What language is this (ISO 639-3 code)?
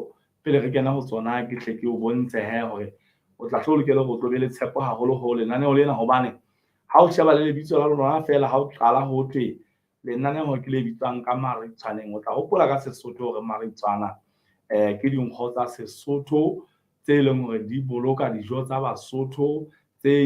sot